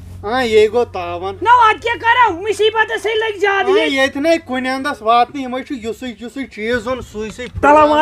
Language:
Kashmiri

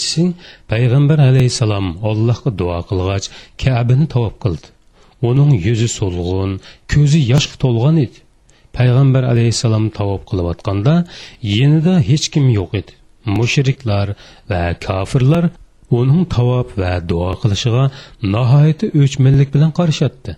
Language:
Uyghur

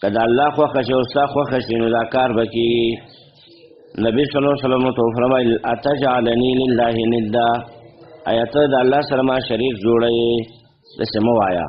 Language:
Pashto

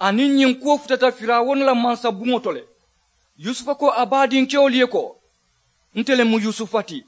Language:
Mandingo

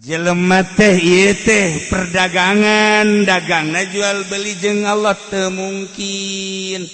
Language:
Sundanese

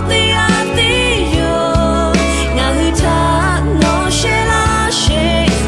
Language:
Lahu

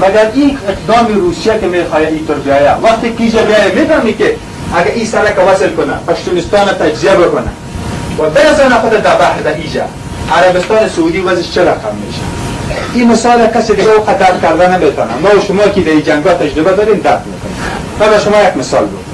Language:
Persian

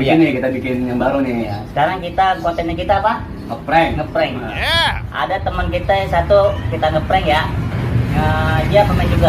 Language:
Betawi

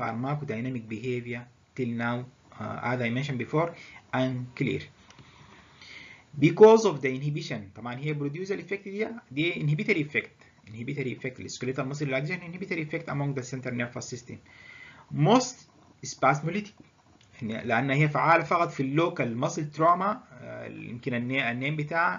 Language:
Egyptian Arabic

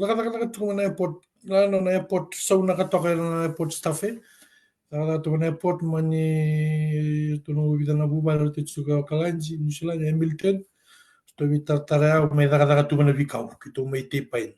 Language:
Fijian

